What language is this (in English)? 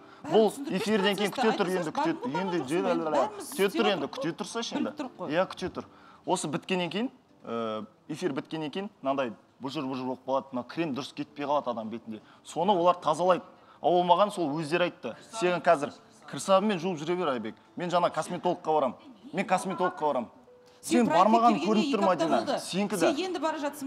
Kazakh